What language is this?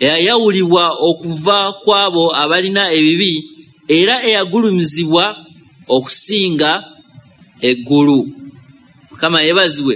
Ganda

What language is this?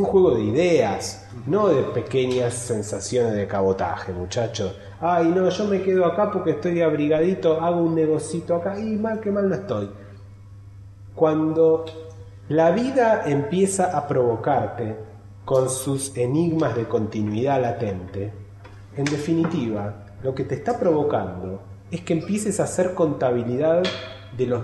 Spanish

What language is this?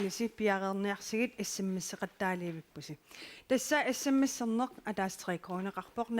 Kalaallisut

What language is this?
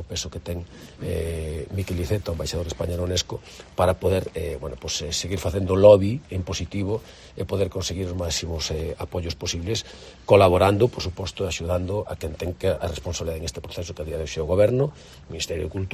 Galician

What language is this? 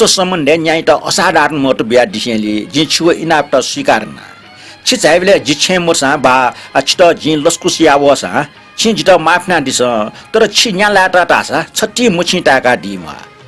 Newari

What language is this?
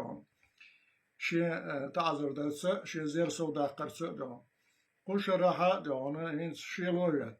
Chechen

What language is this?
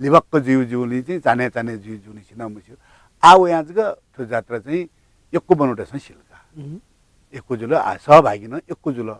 Newari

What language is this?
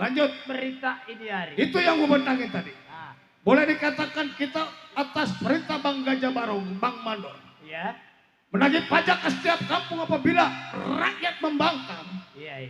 Betawi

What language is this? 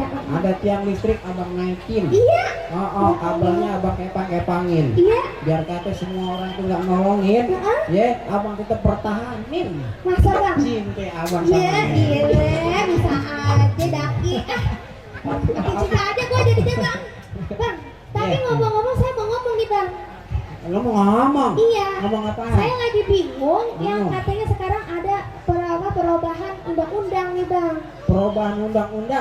Betawi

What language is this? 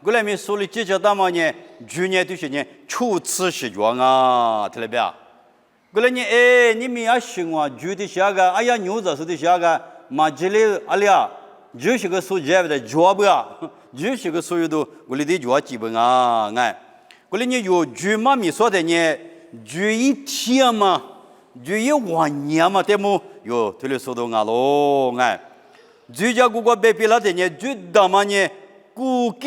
Lisu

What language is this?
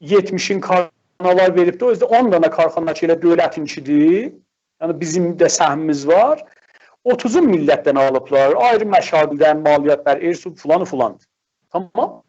South Azerbaijani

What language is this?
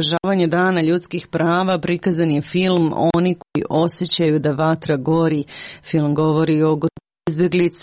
Serbian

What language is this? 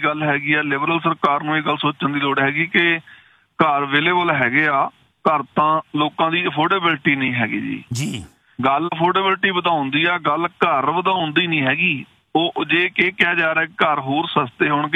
Punjabi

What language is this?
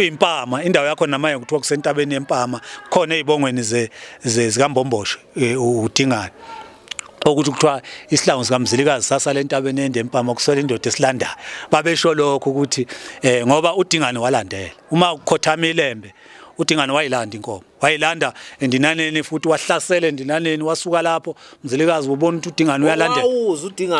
Zulu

